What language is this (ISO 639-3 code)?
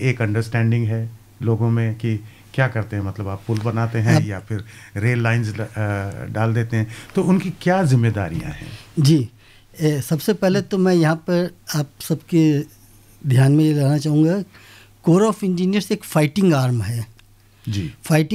hin